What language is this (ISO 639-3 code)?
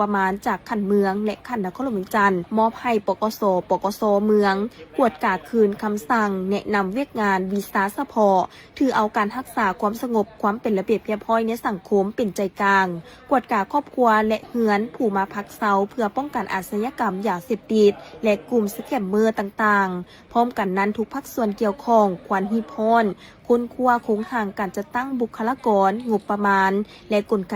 lao